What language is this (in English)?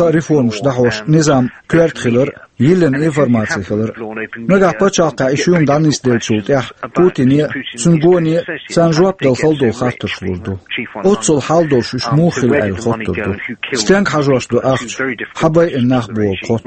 Chechen